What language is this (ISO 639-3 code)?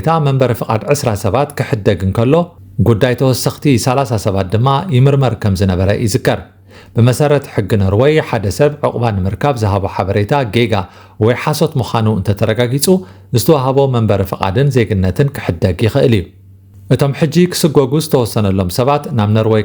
tir